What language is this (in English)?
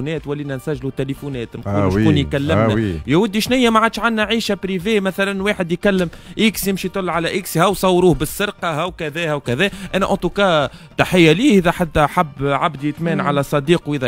Tunisian Arabic